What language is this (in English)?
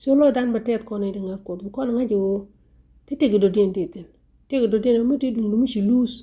Nuer